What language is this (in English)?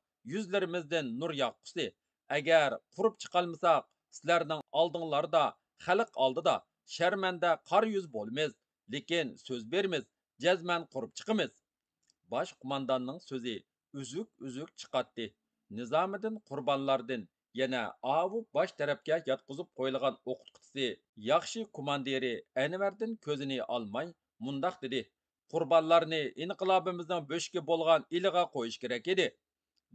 Uyghur